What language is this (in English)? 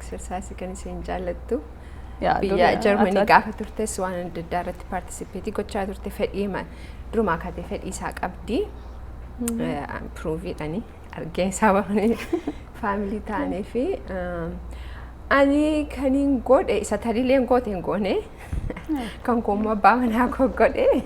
Oromo